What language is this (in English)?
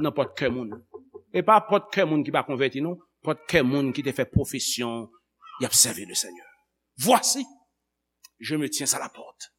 Haitian Creole